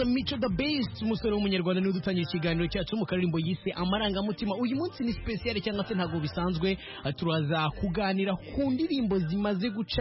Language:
Kinyarwanda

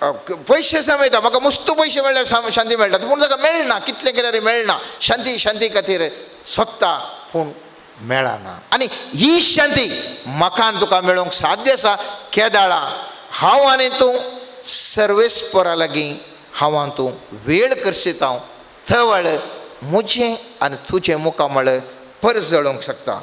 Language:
Konkani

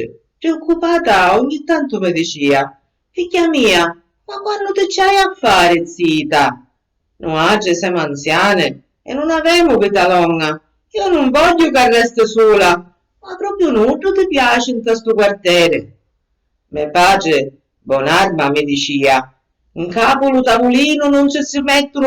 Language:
Sicilian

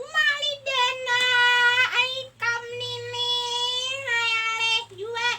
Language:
Banjar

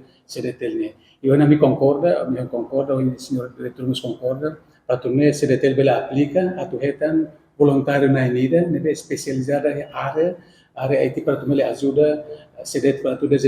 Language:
Tetum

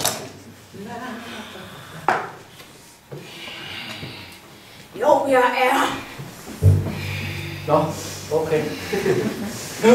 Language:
Danish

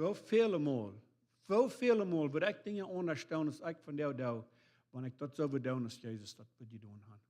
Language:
Plautdietsch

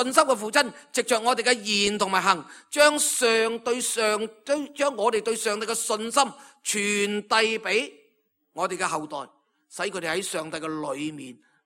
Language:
Cantonese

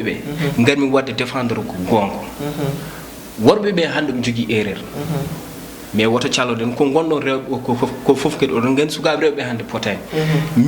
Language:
Fula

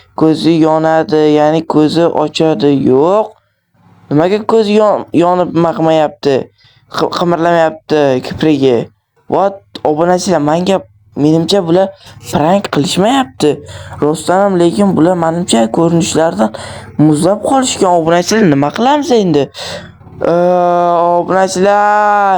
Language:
Uzbek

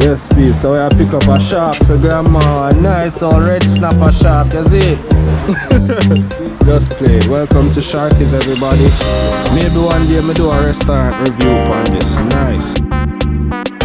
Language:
Jamaican Creole English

